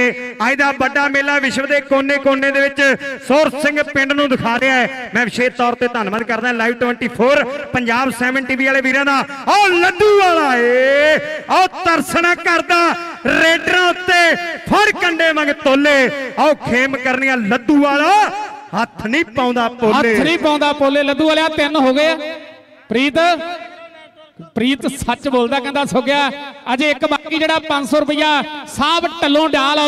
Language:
Punjabi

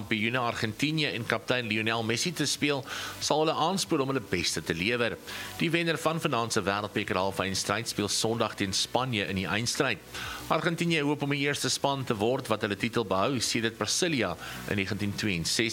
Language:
Afrikaans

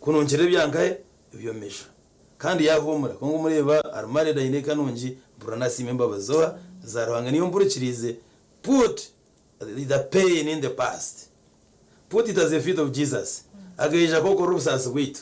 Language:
Nyankole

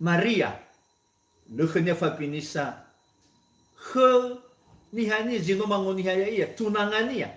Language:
Nias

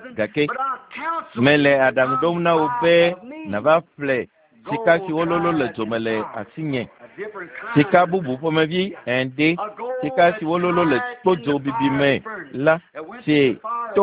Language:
Ewe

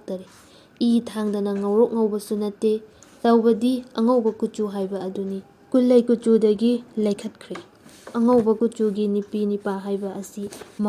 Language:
Manipuri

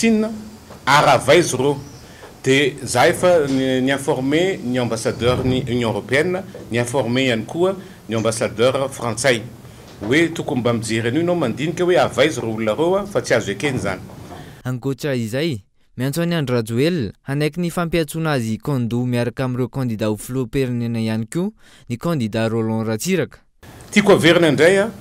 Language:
Malagasy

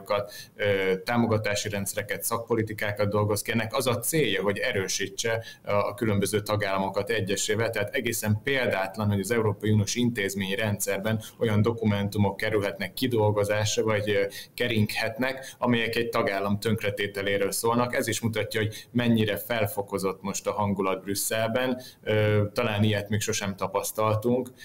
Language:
Hungarian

